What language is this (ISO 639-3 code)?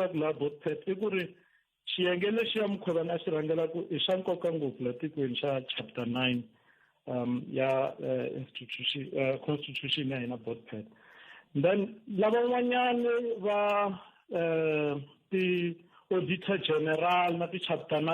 tso